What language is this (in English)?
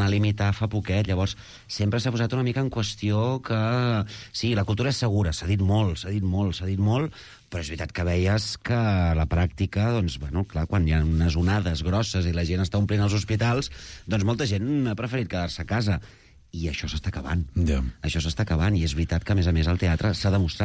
Catalan